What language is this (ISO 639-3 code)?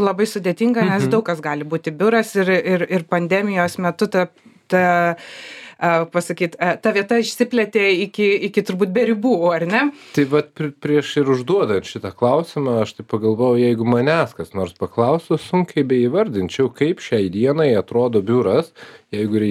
lit